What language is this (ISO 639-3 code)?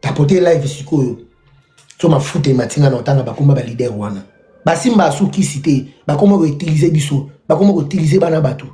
lin